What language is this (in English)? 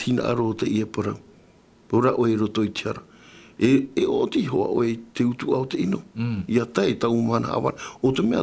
Tahitian